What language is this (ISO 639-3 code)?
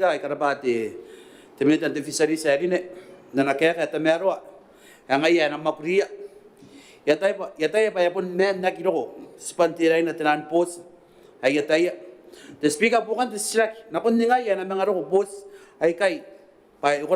gil